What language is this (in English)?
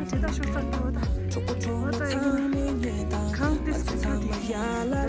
Tibetan